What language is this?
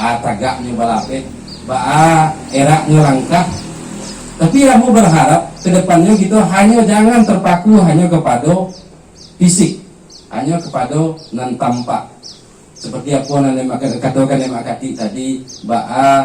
Minangkabau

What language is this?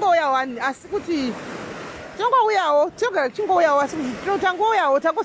Shona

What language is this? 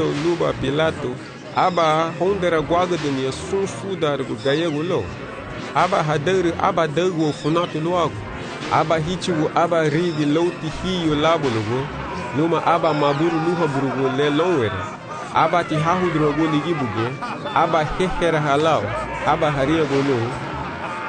Garifuna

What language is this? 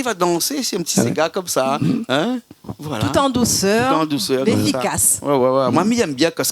Réunion Creole French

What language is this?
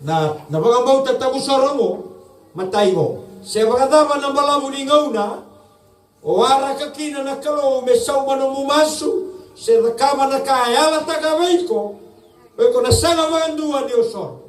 Fijian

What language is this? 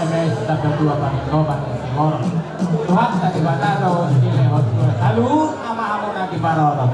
Batak Toba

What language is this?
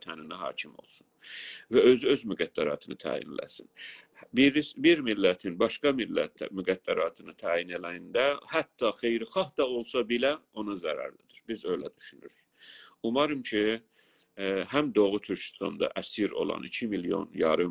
South Azerbaijani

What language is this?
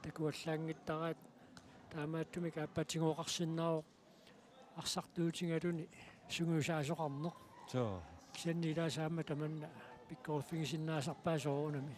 Kalaallisut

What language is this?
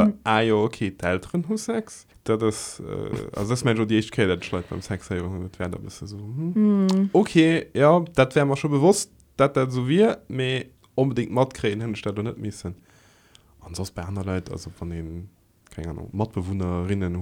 Luxembourgish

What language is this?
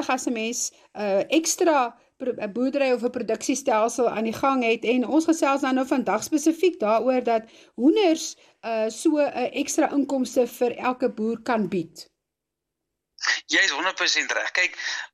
Afrikaans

